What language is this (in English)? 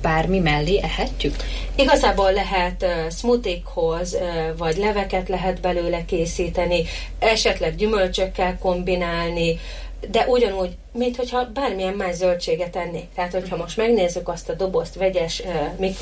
Hungarian